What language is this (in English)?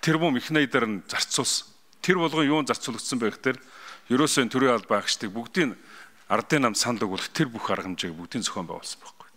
Mongolian